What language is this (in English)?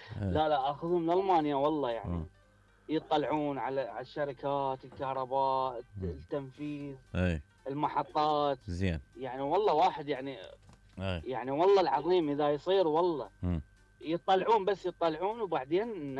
Mesopotamian Arabic